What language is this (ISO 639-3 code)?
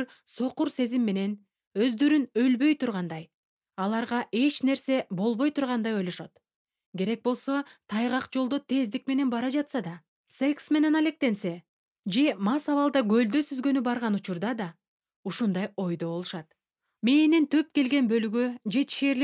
kir